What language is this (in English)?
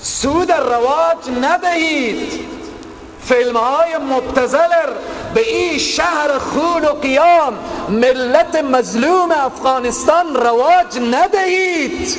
Persian